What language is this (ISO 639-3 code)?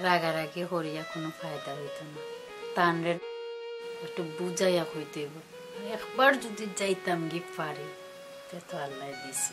syl